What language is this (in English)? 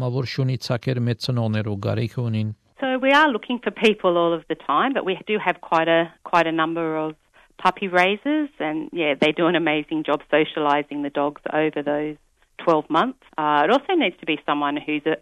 Armenian